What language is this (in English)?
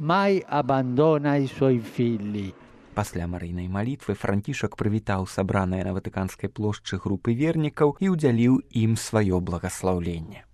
Belarusian